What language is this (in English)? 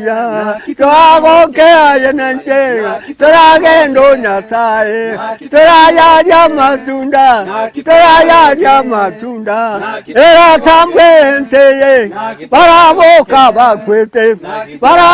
Gusii